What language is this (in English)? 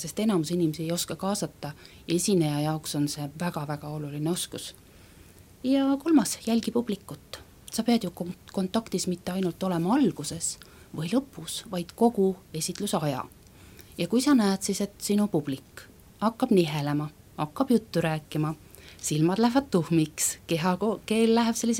Estonian